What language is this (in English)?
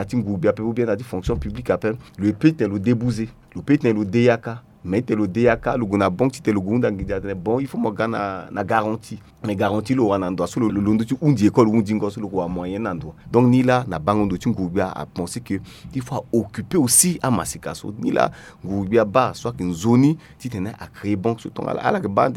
Sango